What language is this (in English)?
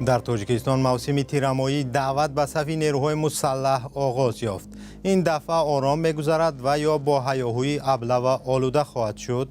Tajik